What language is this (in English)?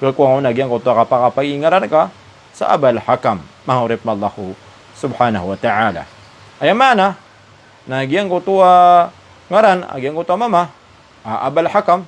Maranao